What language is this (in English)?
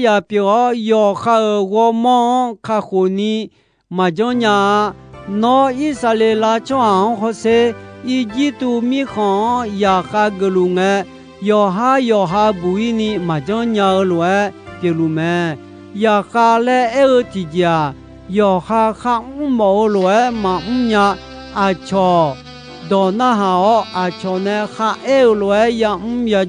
Akha